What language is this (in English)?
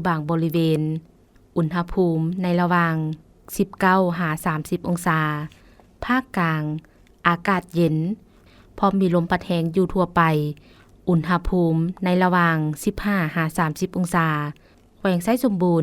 Lao